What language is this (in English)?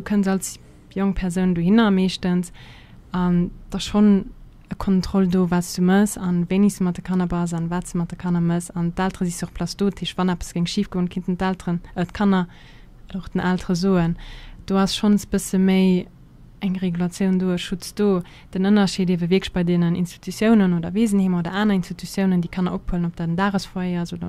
Luxembourgish